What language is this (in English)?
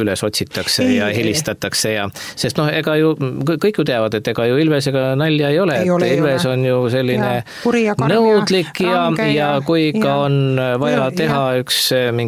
Estonian